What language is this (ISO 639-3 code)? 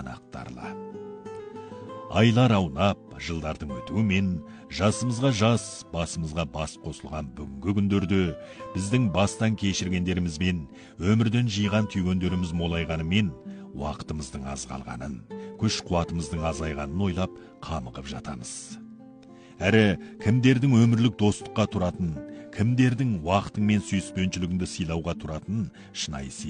kaz